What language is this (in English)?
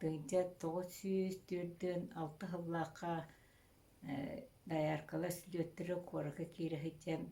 Yakut